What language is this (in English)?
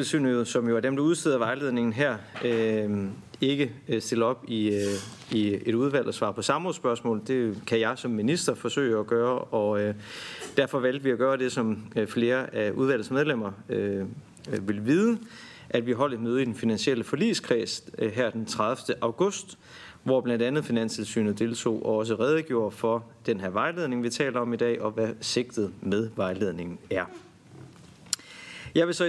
Danish